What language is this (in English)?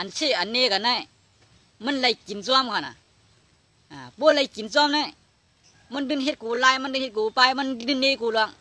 Shan